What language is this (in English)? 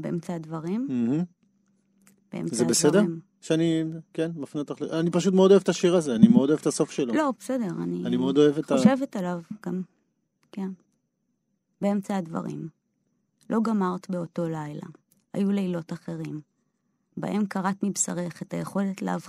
Hebrew